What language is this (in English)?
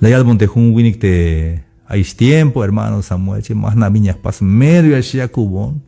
Tzeltal